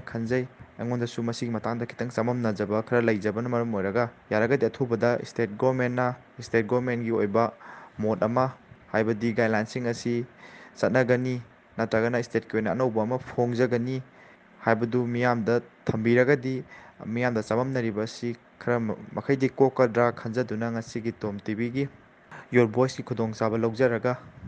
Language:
Manipuri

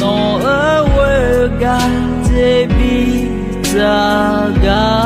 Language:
Akha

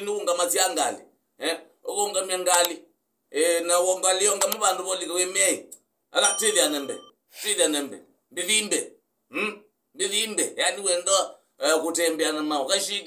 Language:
Kamba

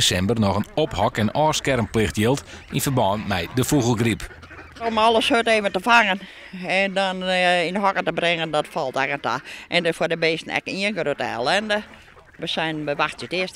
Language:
Western Frisian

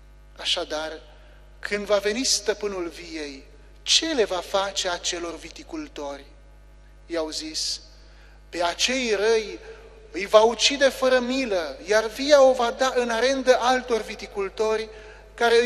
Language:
Romanian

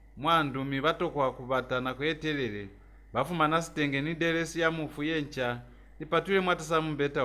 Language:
Lozi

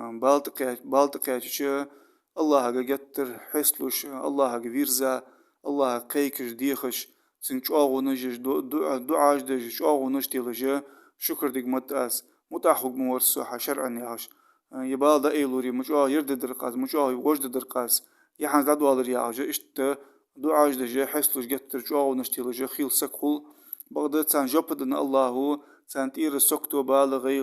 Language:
Ingush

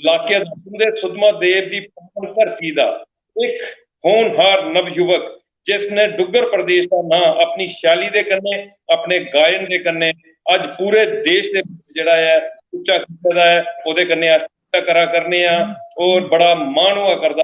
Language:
Dogri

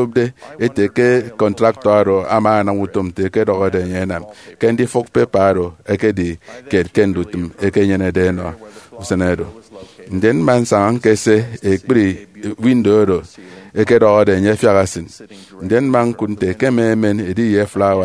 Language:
Efik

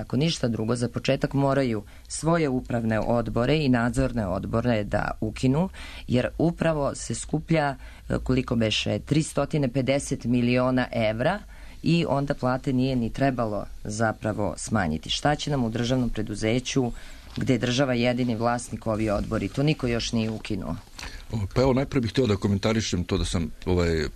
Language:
Serbian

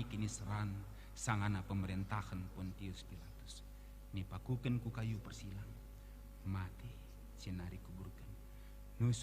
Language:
Batak Karo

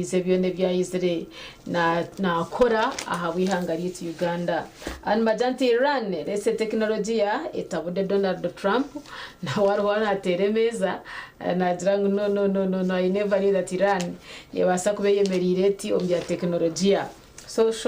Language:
Nyankole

